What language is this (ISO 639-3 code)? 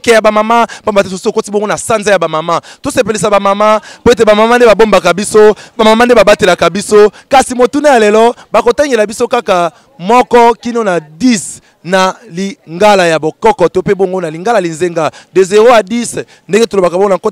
lin